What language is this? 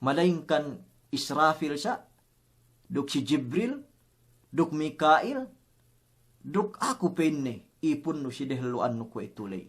Yakan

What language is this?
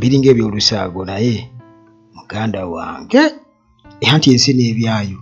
Ganda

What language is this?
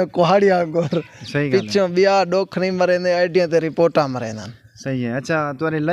Saraiki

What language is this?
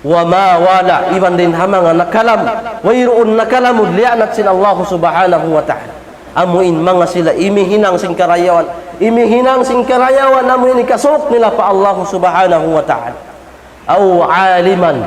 Tausug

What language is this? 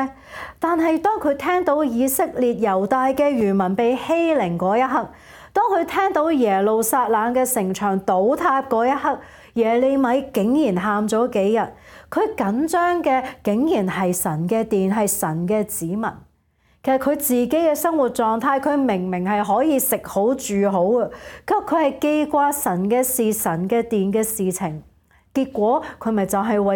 Cantonese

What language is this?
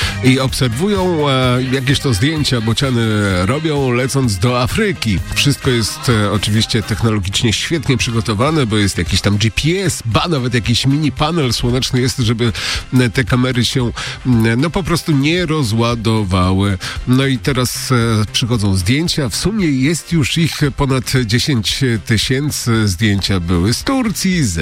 Polish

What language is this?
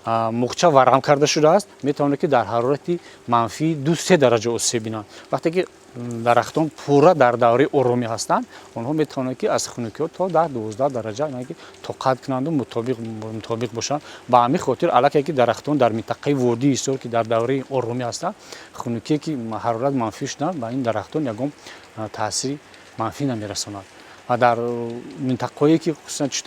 Tajik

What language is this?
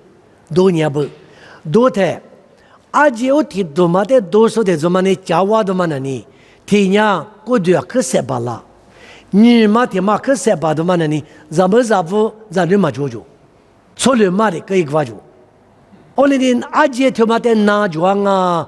Lisu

